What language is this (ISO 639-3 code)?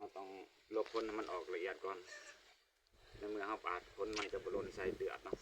lao